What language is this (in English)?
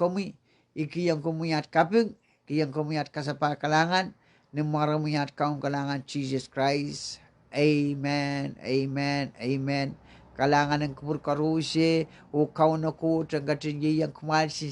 Pohnpeian